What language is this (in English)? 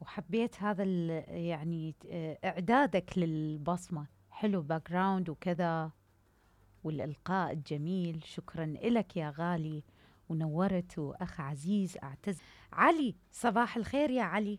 Mesopotamian Arabic